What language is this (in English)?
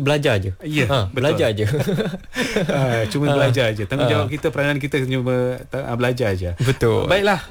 Malay